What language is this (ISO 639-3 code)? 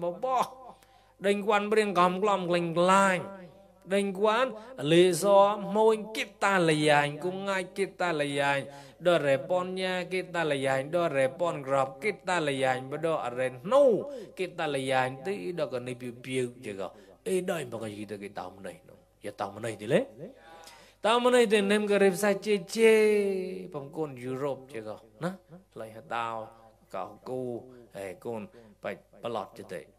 mnw